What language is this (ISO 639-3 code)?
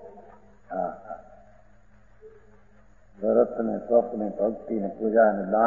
guj